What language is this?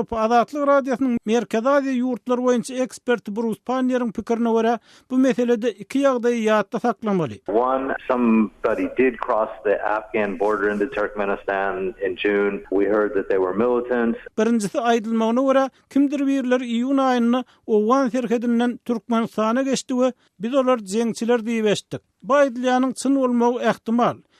Turkmen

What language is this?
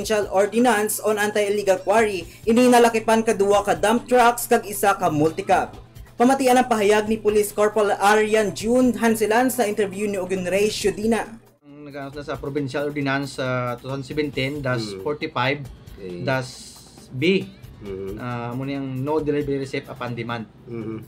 Hiligaynon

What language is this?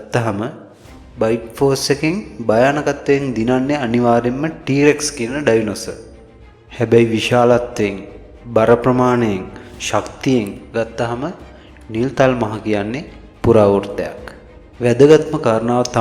Sinhala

